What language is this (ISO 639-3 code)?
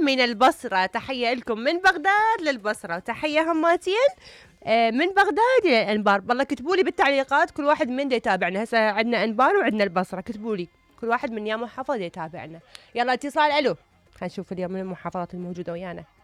acm